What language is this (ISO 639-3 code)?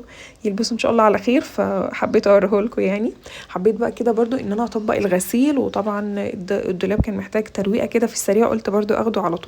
arz